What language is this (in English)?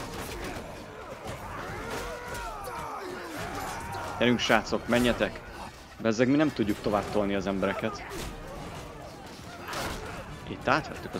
Hungarian